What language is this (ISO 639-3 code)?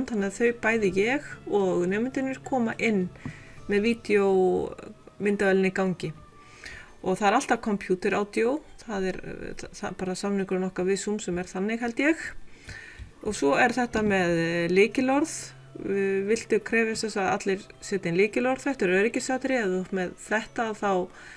isl